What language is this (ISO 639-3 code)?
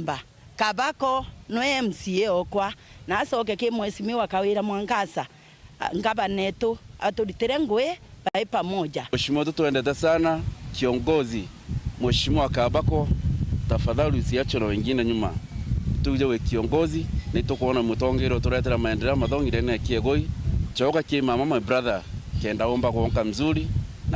mer